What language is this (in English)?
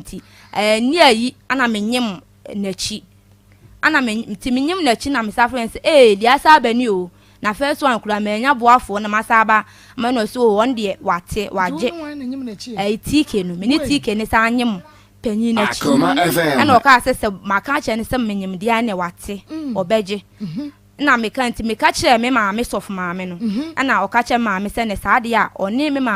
Akan